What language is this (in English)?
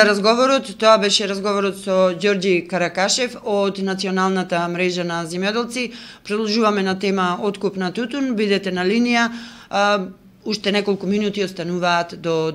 Macedonian